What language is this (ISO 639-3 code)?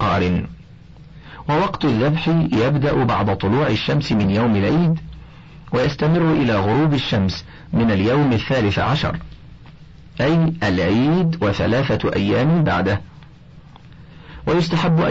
ara